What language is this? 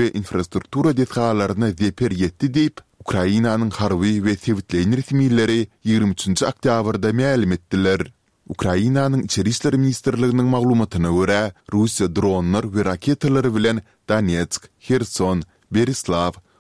Turkmen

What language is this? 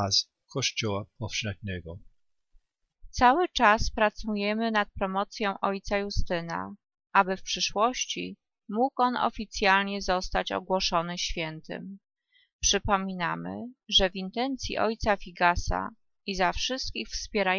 Polish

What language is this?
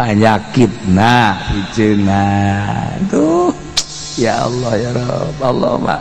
Sundanese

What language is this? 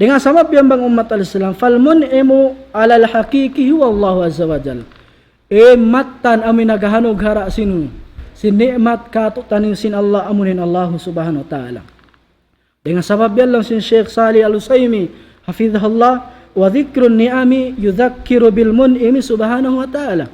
Tausug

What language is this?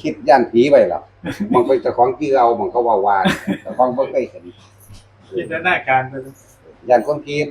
Northeastern Thai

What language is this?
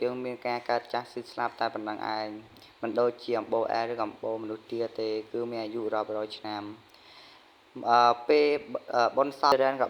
Khmer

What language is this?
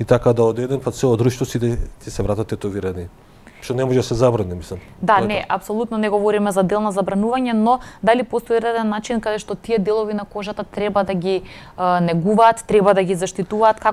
Macedonian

